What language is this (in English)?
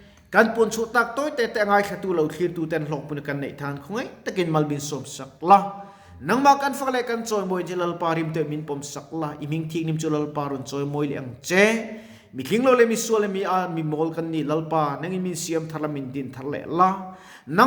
Mizo